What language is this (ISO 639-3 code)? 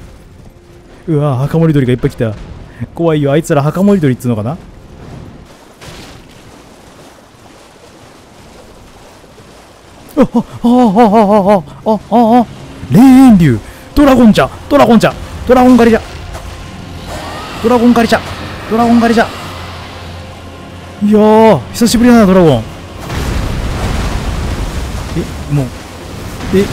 jpn